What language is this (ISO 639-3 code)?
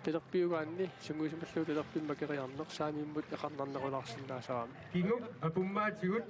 kal